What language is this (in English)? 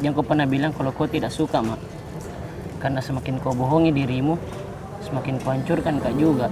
Makassar Malay